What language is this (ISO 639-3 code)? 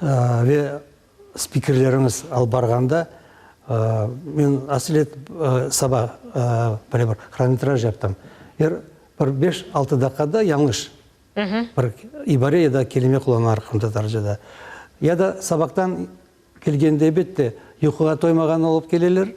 crh